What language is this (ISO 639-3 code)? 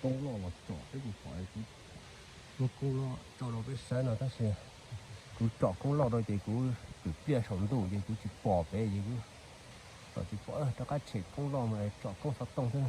hmn